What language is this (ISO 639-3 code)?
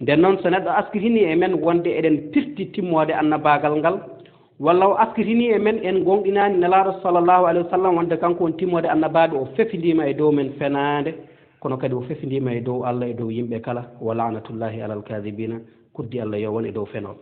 ful